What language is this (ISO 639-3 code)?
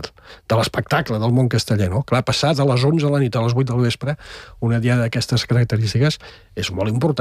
cat